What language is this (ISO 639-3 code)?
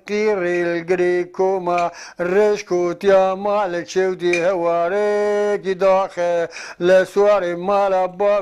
zza